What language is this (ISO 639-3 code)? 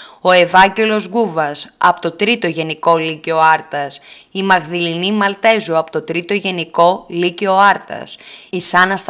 ell